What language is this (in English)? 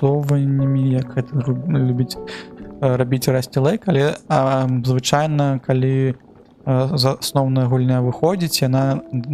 Belarusian